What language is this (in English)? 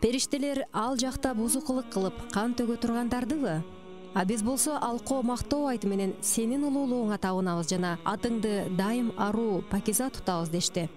Kyrgyz